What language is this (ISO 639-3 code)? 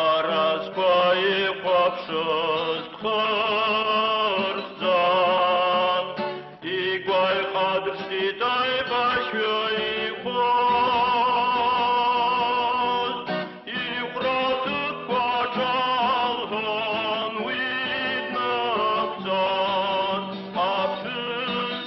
abk